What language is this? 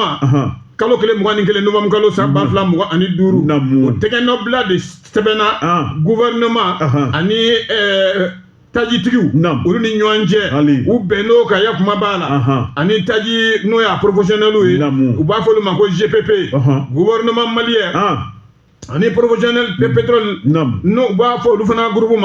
Bambara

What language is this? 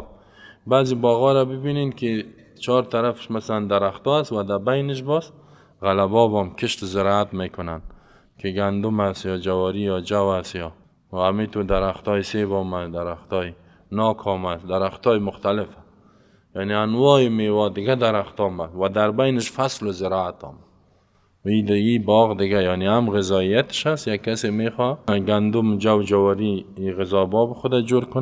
Persian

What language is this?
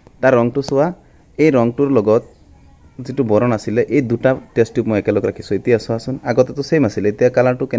Assamese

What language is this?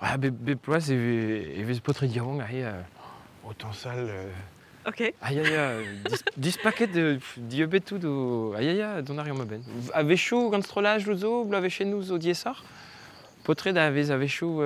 Breton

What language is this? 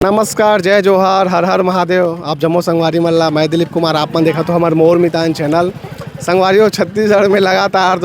Chhattisgarhi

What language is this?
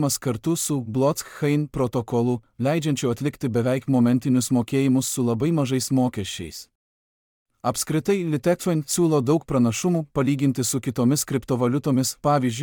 Lithuanian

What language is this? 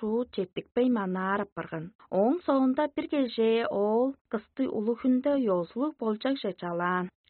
Tuvinian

